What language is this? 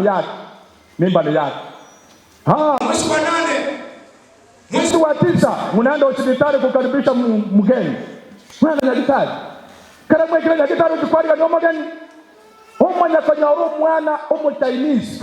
Gusii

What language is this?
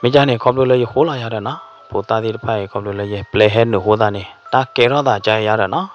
S'gaw Karen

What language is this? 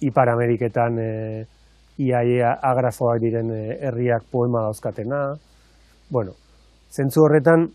Basque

